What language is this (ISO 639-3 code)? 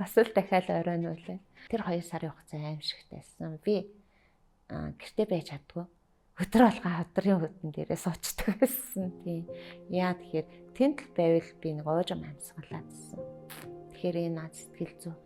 mon